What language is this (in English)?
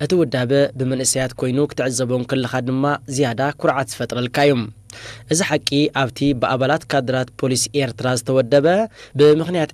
Tigrinya